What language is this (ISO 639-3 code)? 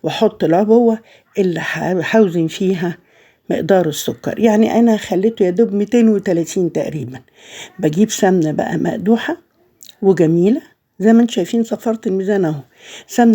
arz